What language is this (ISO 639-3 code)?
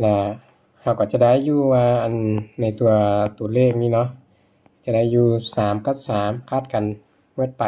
lao